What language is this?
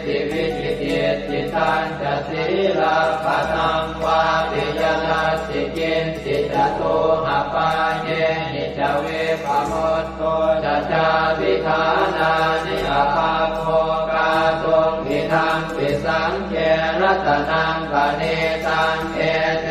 Pali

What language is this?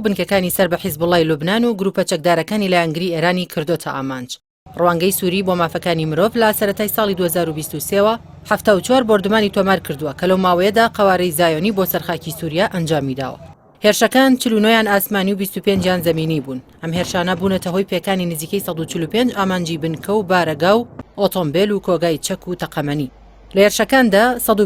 Central Kurdish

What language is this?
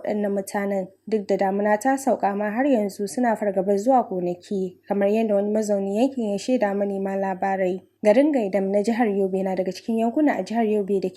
Hausa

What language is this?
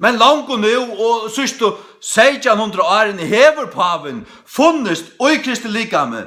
Faroese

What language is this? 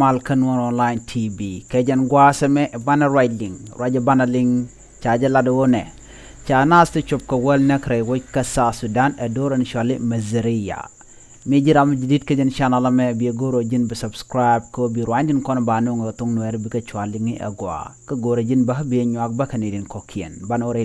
Nuer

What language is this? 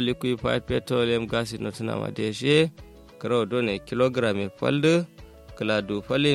Kanuri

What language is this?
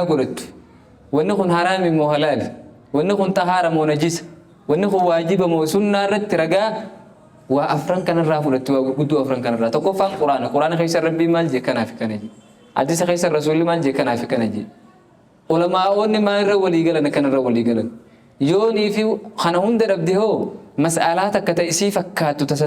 Oromo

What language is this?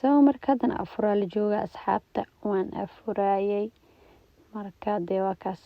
Somali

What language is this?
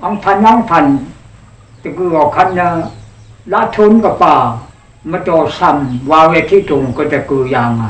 Rawang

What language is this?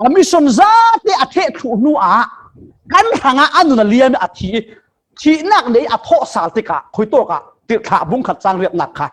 Falam Chin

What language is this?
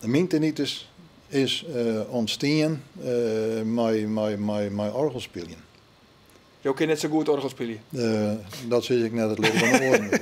Western Frisian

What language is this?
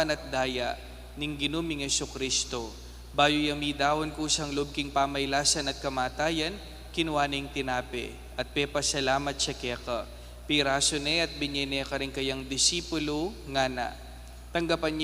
Pampanga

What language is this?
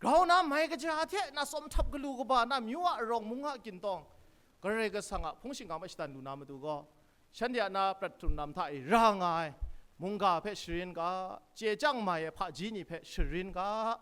Kachin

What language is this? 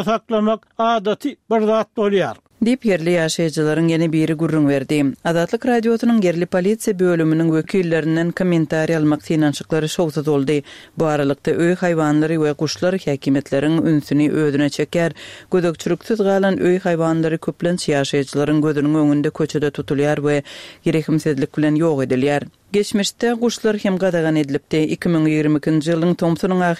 Turkmen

